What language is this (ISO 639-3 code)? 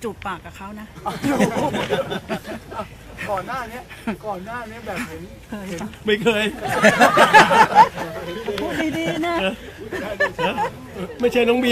tha